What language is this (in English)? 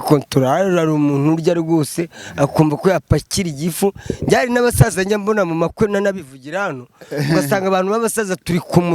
Kinyarwanda